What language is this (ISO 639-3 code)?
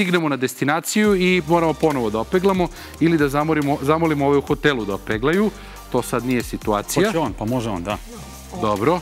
srp